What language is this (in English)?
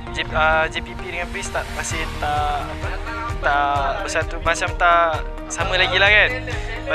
Malay